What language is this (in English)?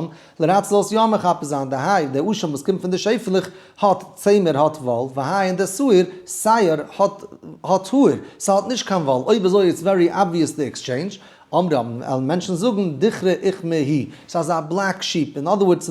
Yiddish